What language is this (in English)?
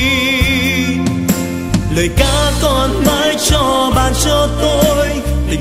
Vietnamese